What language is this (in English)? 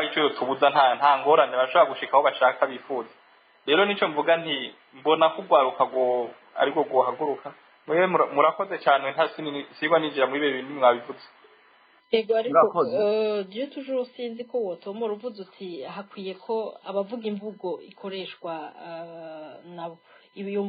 Rundi